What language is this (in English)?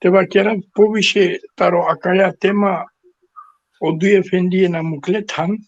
Balkan Romani